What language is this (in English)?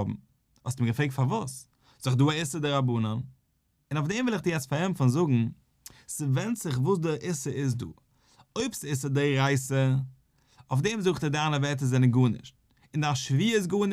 Yiddish